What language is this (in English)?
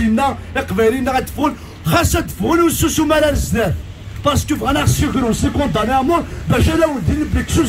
Kabyle